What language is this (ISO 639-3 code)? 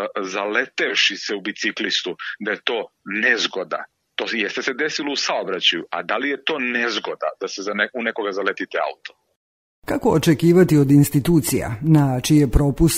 srp